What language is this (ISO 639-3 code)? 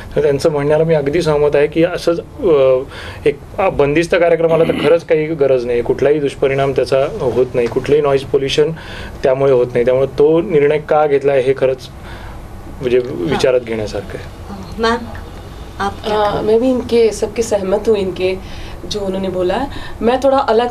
mar